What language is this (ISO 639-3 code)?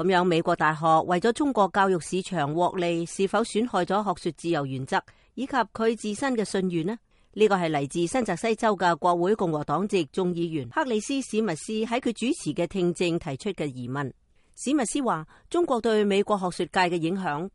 yue